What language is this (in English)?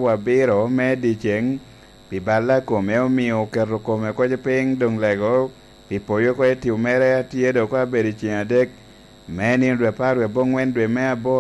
Lango (Uganda)